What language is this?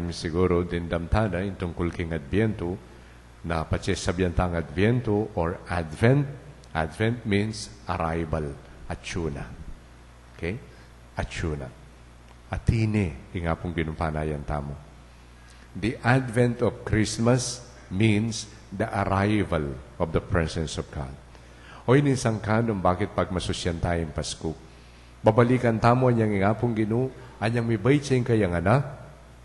Pampanga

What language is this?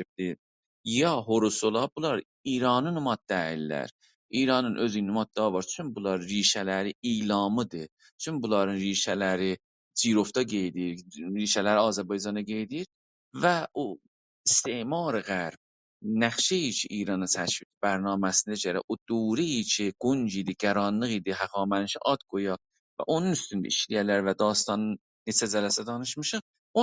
South Azerbaijani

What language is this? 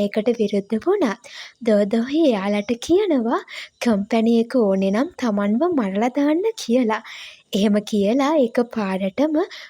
Sinhala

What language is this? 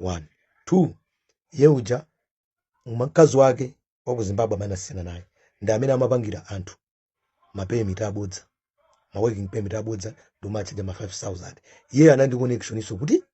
Nyanja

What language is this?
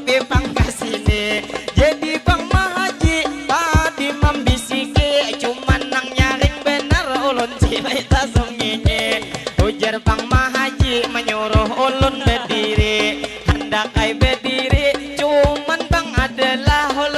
Banjar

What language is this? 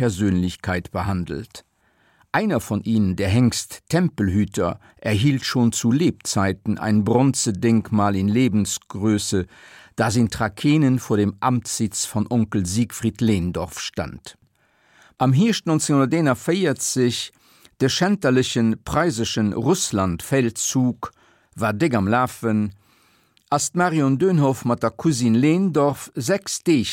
Luxembourgish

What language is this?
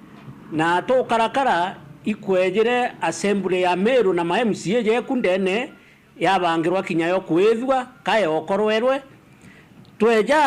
Meru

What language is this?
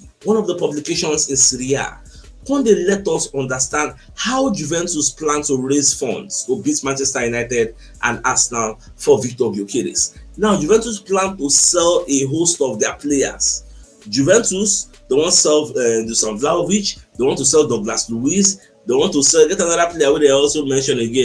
Nigerian Pidgin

